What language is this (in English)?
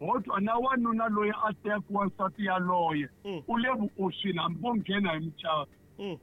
Tsonga